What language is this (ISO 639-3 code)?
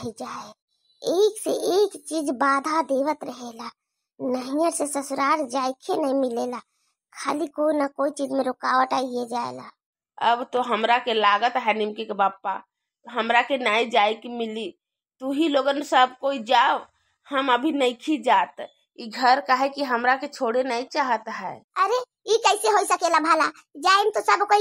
bho